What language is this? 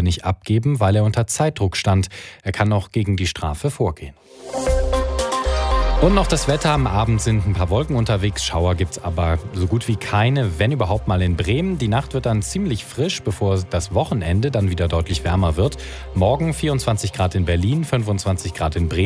German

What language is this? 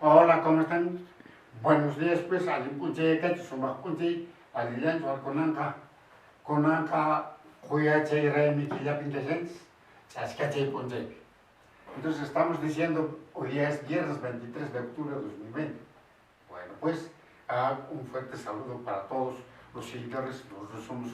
Quechua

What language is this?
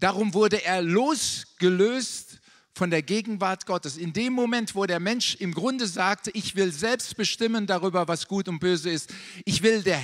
German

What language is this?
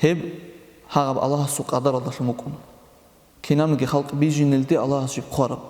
Avaric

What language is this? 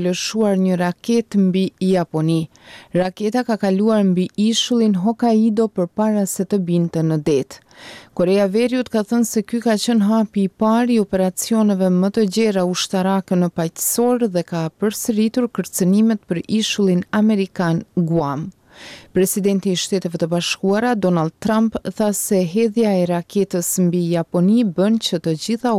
Albanian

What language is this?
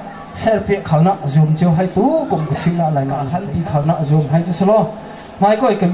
Hakha Chin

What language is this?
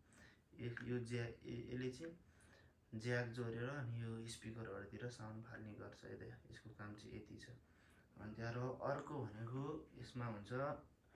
Nepali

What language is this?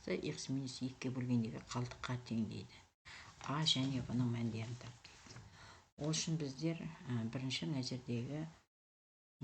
Kazakh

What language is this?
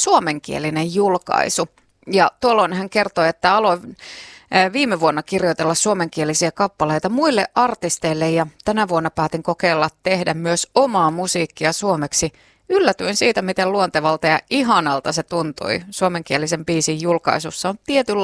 Finnish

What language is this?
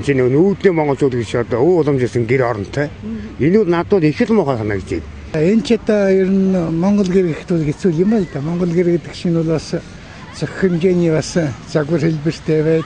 Mongolian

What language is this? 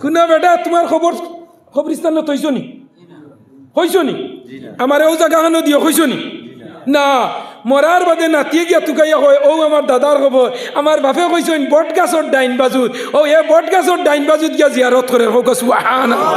Sylheti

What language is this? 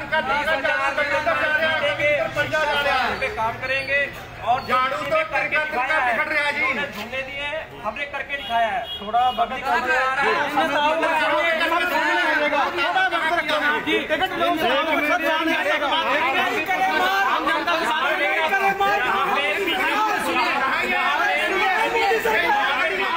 Hindi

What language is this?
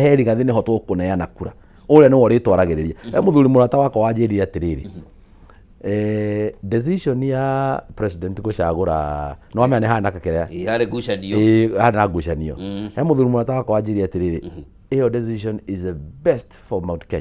Kikuyu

